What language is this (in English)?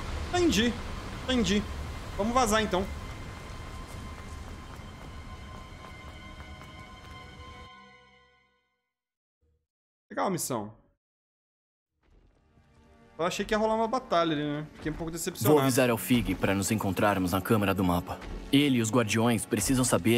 Portuguese